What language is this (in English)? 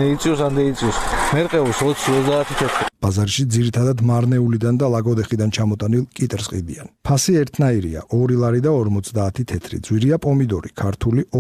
Georgian